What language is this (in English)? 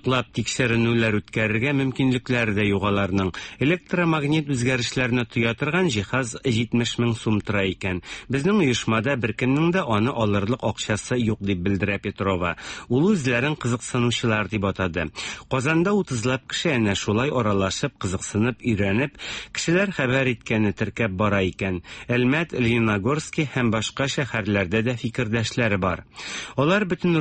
Tatar